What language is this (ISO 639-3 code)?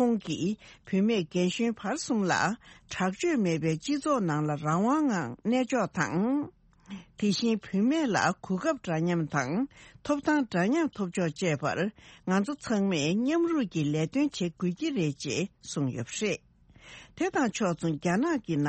bod